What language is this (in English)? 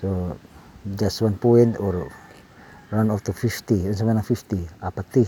Cebuano